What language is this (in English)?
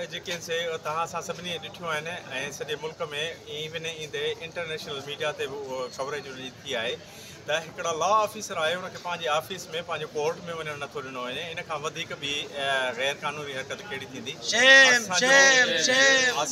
Sindhi